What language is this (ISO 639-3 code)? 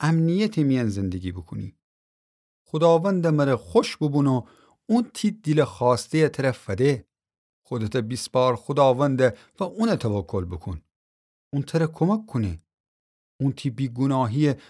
glk